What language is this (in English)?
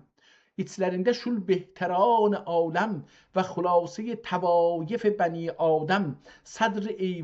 South Azerbaijani